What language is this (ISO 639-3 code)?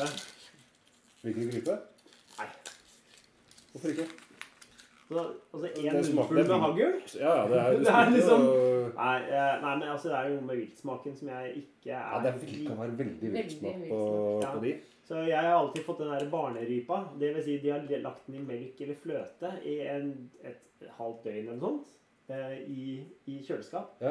nor